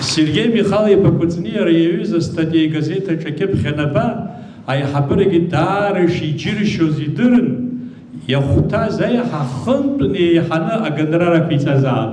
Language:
Abkhazian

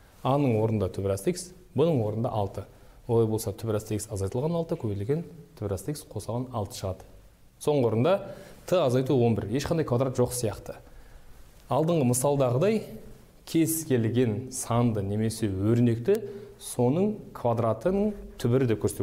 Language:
Kazakh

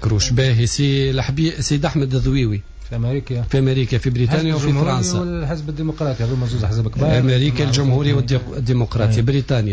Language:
Tunisian Arabic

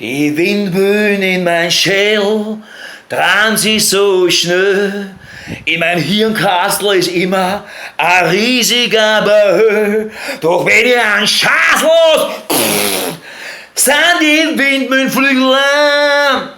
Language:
Bavarian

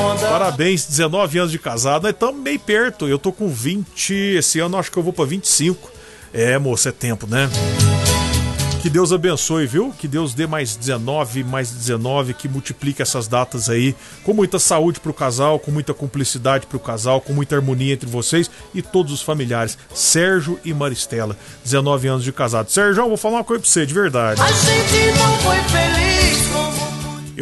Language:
Portuguese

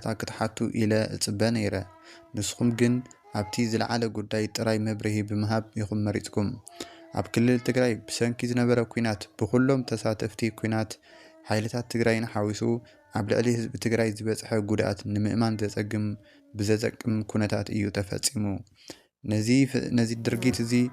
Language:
Tigrinya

